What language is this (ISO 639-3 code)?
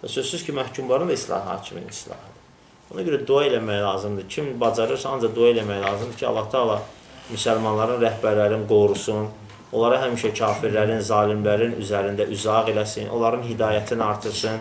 aze